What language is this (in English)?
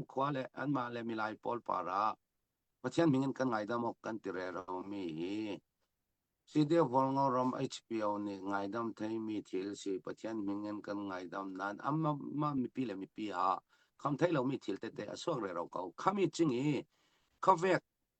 Falam Chin